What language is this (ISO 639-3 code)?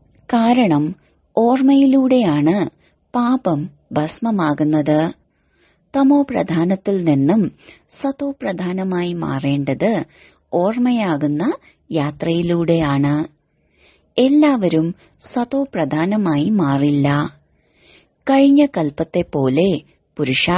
mal